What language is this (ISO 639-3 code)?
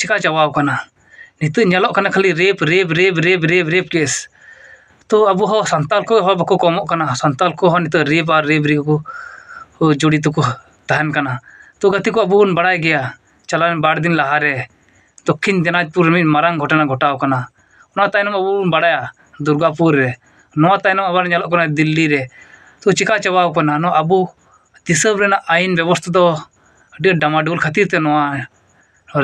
sat